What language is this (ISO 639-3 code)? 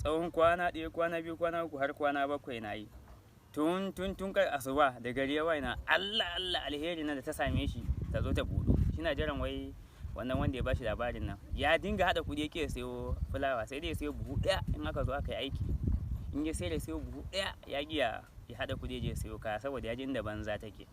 hau